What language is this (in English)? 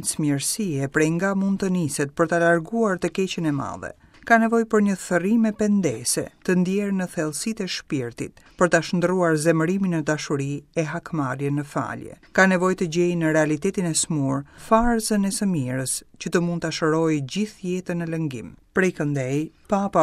Albanian